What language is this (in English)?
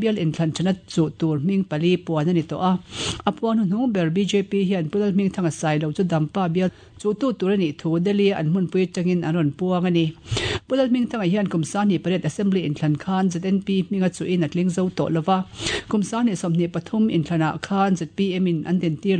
Mizo